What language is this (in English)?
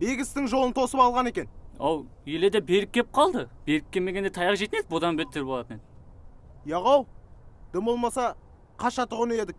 Kara-Kalpak